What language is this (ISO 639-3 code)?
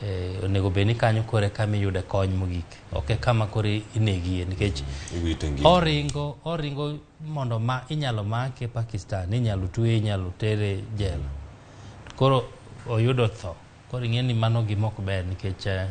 luo